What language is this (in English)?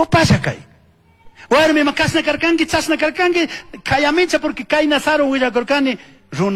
Chimborazo Highland Quichua